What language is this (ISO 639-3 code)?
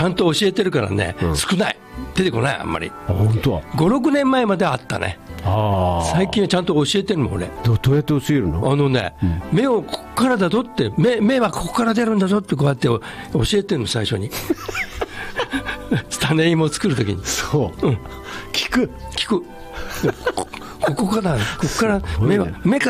jpn